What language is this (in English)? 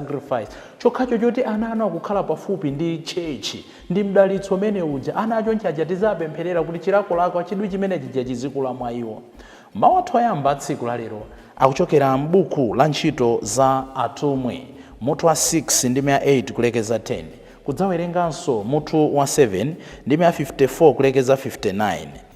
Nyanja